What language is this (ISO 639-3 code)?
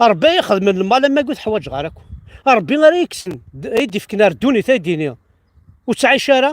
kab